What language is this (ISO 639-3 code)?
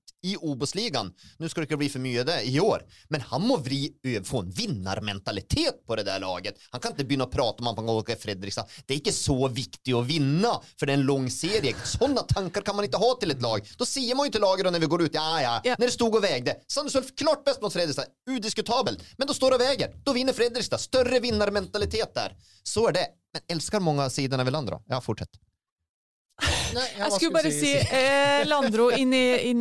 nor